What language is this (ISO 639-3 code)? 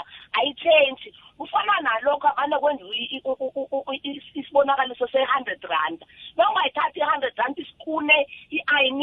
nbl